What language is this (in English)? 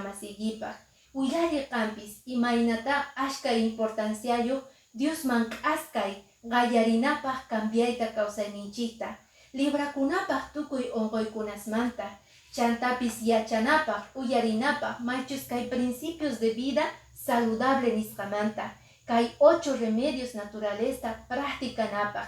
Quechua